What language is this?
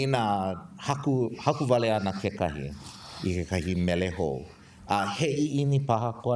Hawaiian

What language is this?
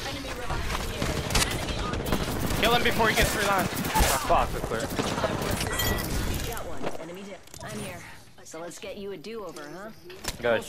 English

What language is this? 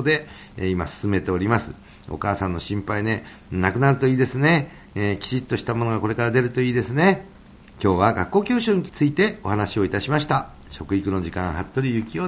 Japanese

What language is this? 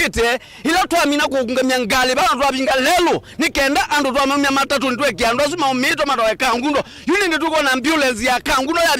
Kamba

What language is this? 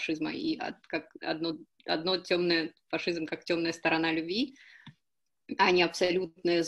Russian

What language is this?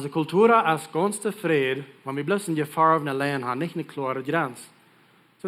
Plautdietsch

